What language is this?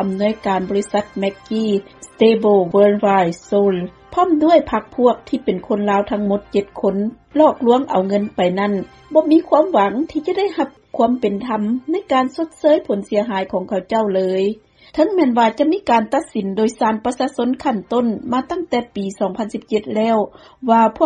Lao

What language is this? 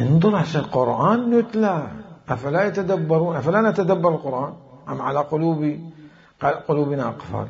Mesopotamian Arabic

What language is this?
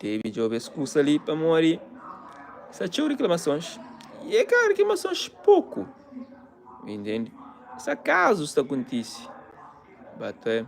Kabuverdianu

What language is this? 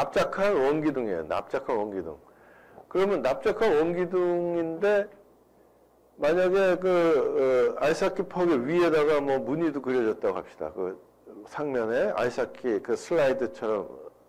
Korean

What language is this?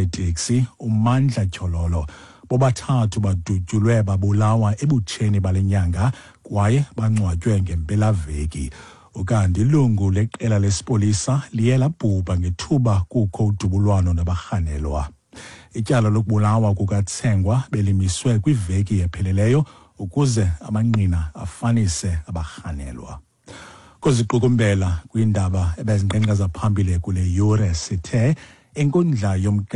Xhosa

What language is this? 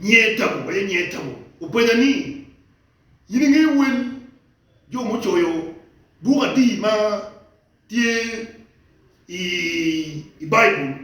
Acoli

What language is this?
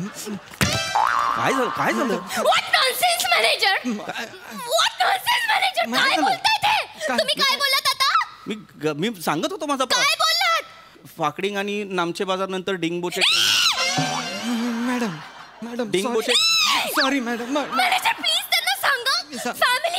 Marathi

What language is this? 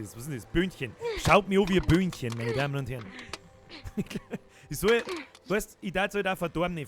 Bavarian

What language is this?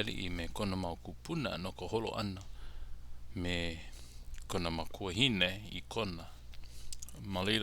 Hawaiian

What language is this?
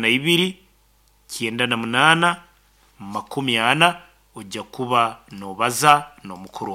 Nyankole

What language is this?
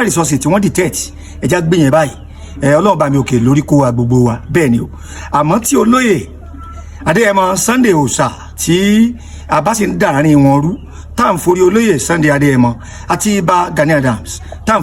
Yoruba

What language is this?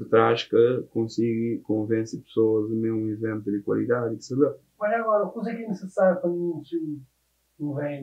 Kabuverdianu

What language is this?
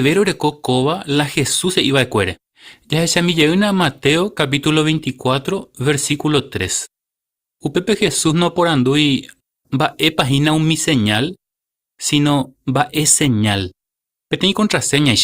Guarani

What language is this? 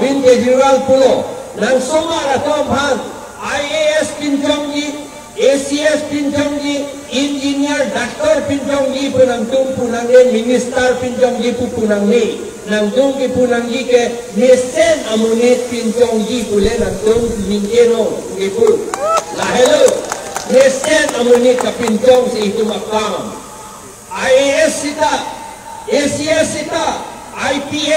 Karbi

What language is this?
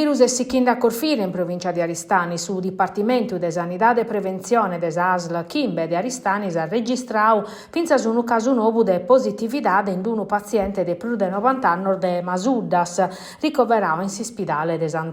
Sardinian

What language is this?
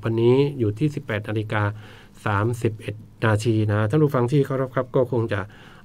Thai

